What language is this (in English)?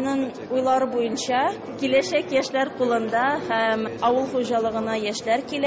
Tatar